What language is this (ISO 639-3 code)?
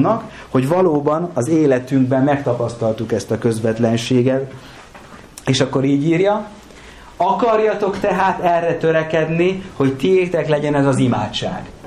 hun